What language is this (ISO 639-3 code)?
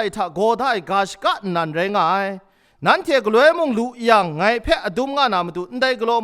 kac